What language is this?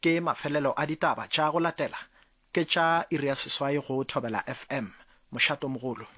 Northern Sotho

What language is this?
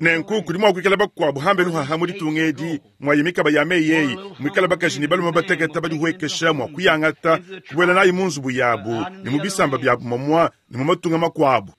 Luba-Lulua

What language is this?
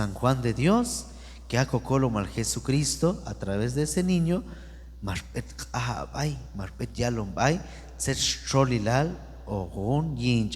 Q'anjob'al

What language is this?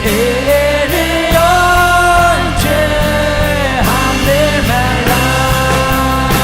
Faroese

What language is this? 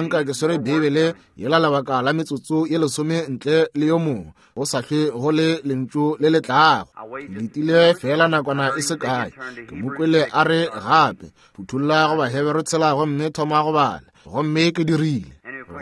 Northern Sotho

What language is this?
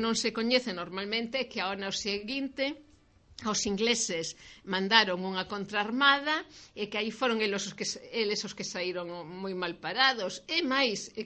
Galician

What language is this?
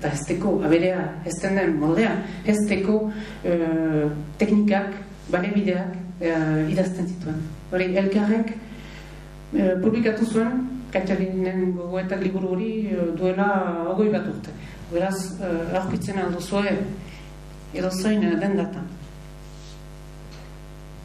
Basque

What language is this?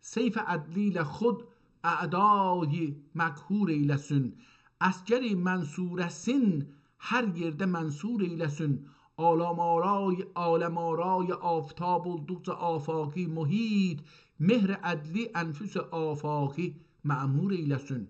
South Azerbaijani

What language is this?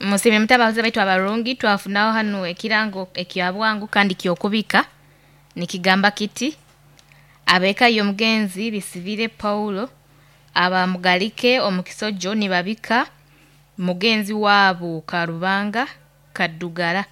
Nyoro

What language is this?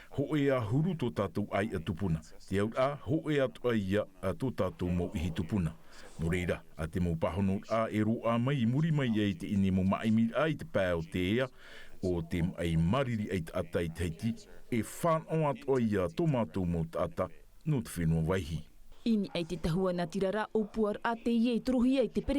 Tahitian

